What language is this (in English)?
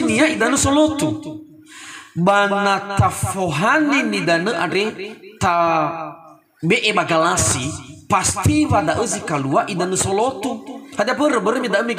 Nias